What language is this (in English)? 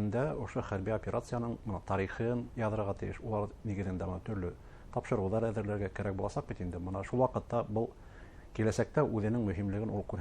Bashkir